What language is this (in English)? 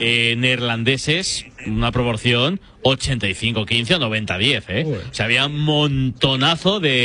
Spanish